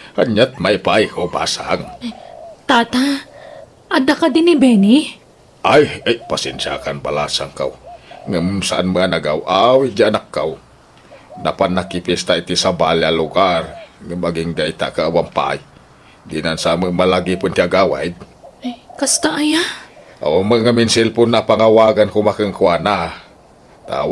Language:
Iloko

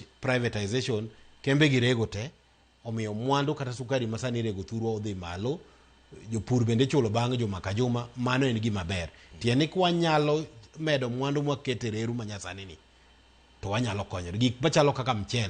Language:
Luo (Kenya and Tanzania)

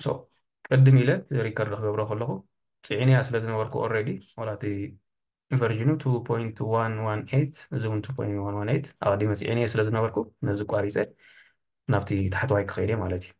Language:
Tigrinya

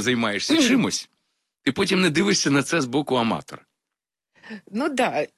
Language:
Ukrainian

